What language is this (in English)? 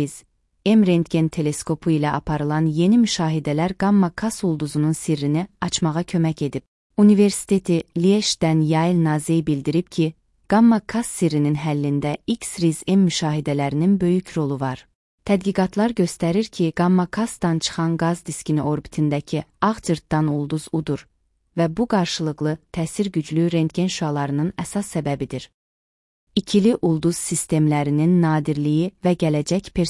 Azerbaijani